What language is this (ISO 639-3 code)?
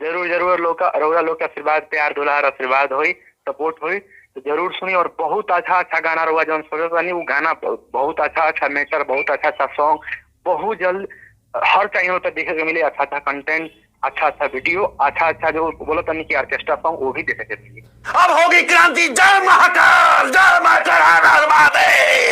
bho